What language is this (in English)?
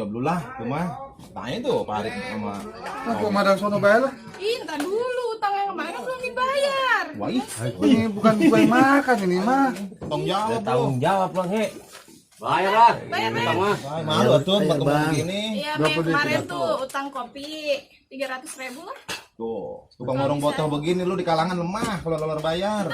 Betawi